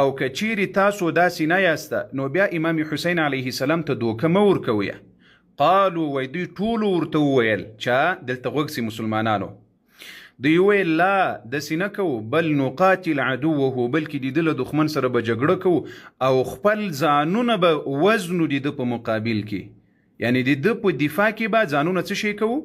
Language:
Pashto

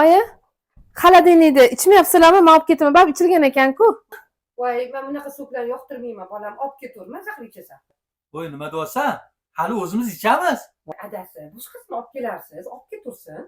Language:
Uzbek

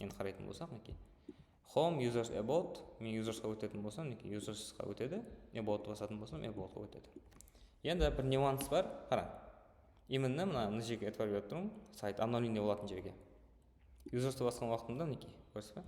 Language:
Kara-Kalpak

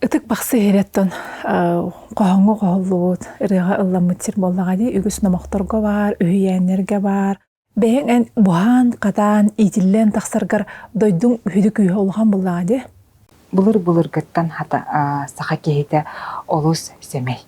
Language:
Yakut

